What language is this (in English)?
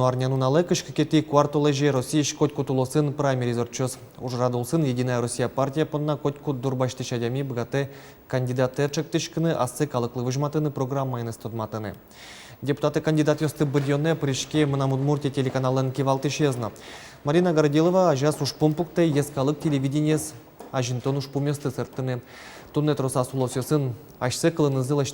Udmurt